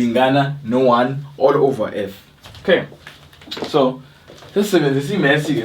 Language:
Zulu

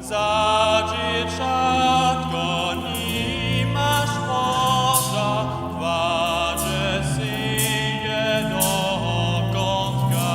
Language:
Upper Sorbian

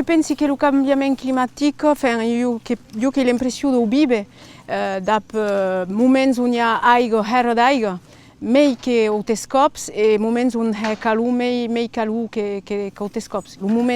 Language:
Occitan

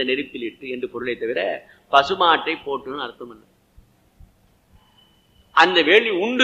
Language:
Tamil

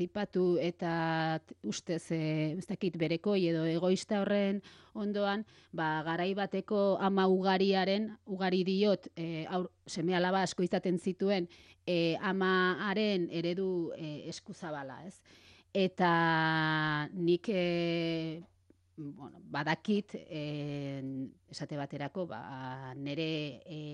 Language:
Basque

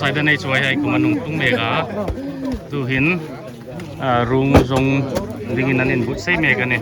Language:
Hmar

